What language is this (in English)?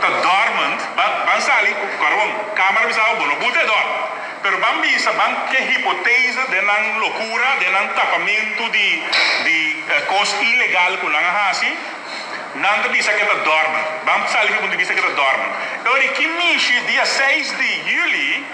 Papiamento